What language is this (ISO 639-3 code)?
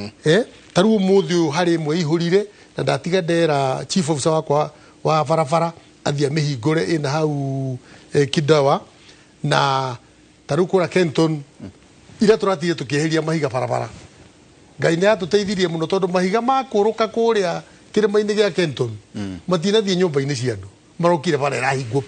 kik